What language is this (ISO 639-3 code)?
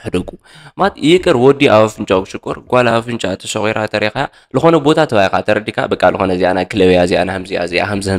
tir